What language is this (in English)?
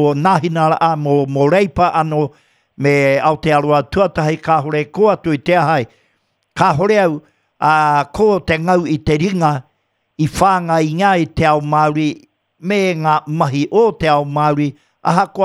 Māori